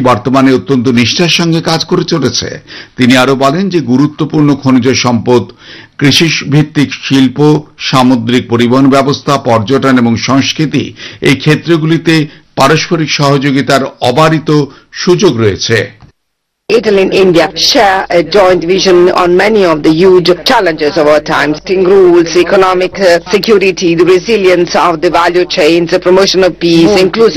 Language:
Bangla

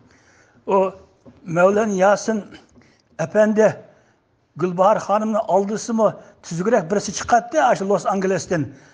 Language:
Uyghur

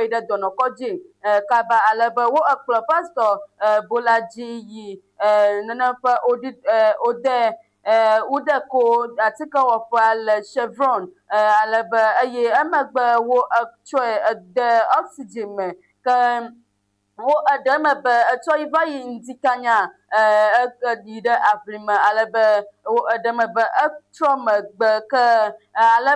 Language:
Ewe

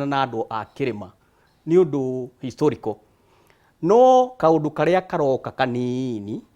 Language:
Kikuyu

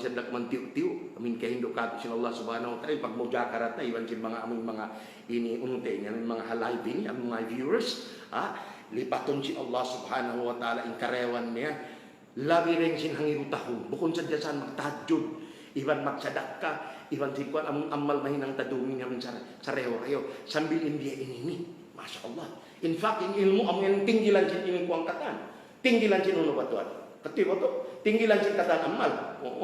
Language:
Tausug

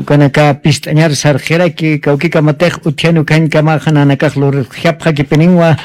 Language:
Aymara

